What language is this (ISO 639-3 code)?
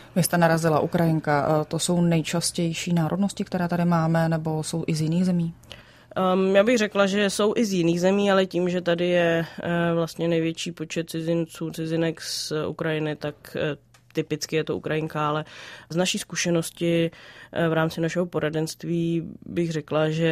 ces